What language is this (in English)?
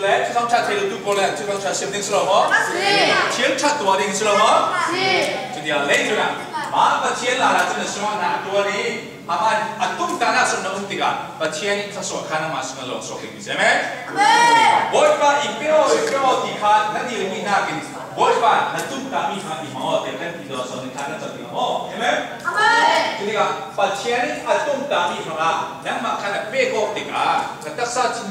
Falam Chin